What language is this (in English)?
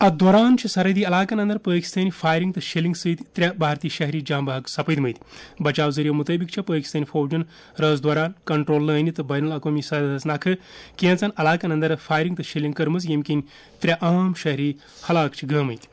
Kashmiri